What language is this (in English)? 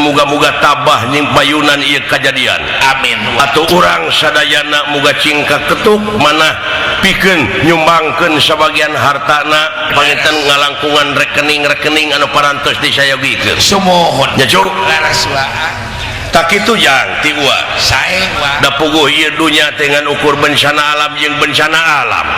Sundanese